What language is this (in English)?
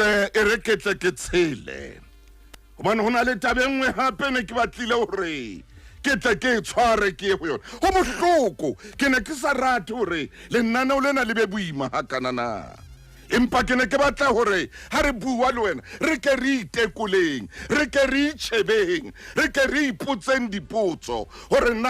Southern Sotho